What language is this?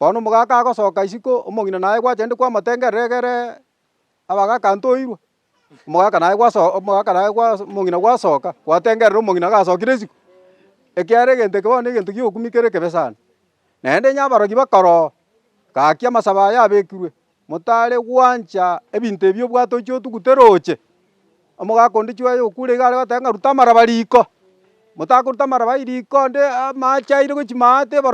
Gusii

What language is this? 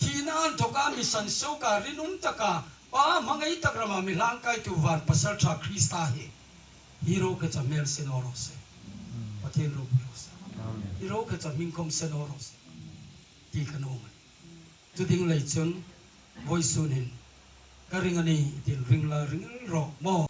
Hmar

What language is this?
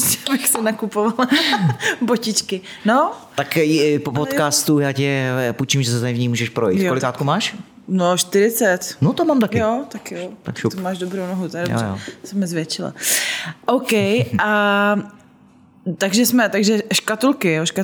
Czech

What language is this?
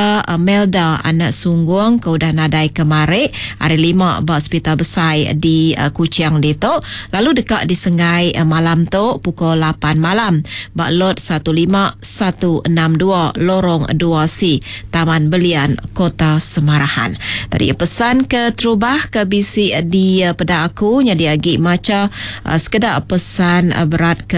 Iban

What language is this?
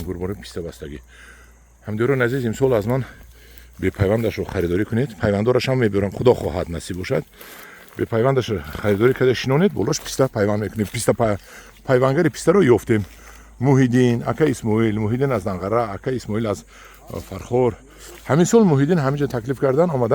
Tajik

